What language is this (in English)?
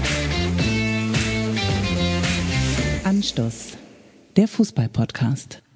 German